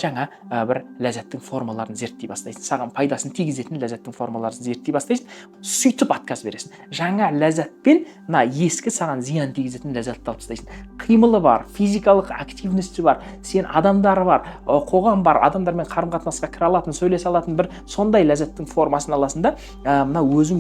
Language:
Kazakh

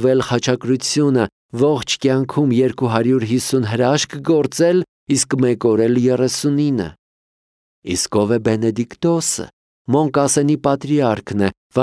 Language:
Armenian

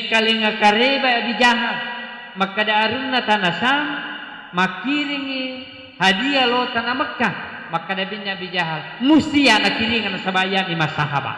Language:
Buginese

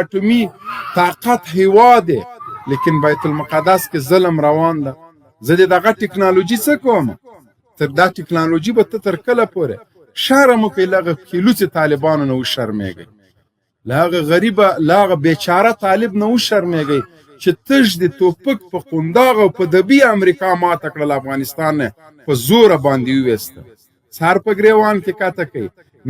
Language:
Pashto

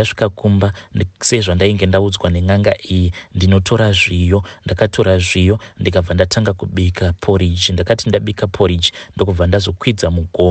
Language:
Shona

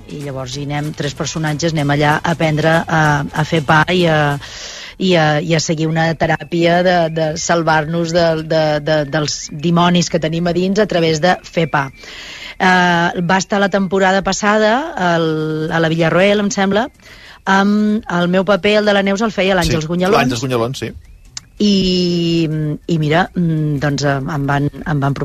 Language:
Catalan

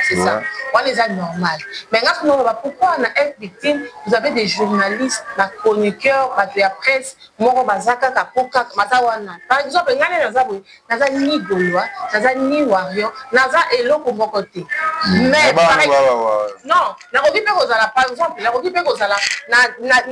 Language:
Lingala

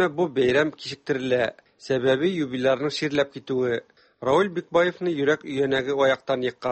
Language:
Tatar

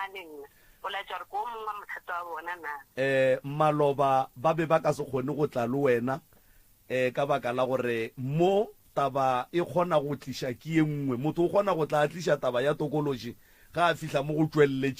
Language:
Northern Sotho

